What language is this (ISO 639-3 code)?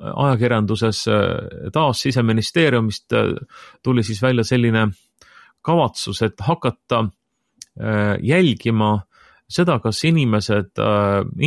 est